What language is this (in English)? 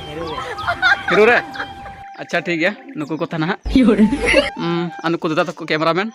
Santali